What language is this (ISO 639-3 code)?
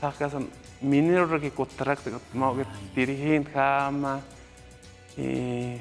aym